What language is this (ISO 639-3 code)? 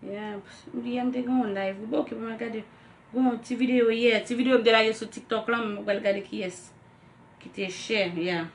hat